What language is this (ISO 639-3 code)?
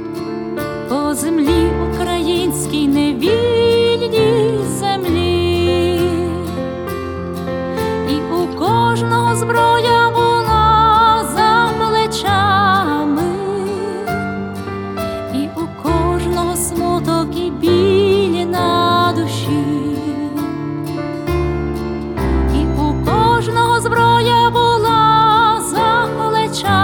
ukr